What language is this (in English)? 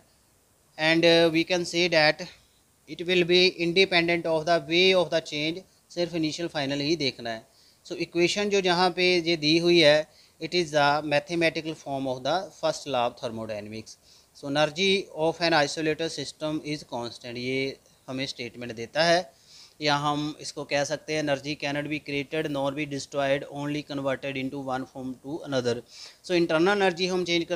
Hindi